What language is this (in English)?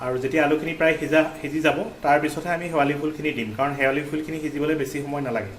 Assamese